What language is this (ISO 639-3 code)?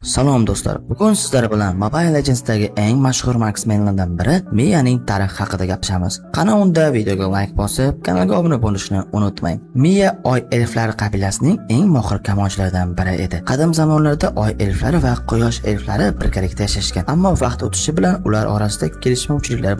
uzb